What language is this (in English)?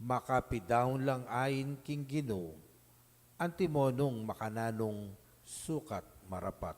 Pampanga